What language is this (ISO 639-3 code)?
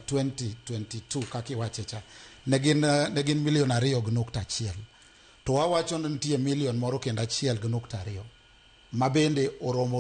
luo